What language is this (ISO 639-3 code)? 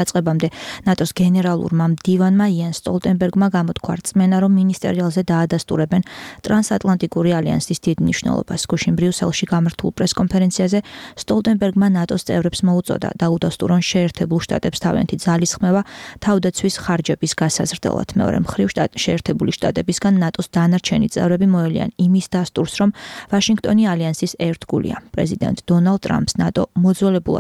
kat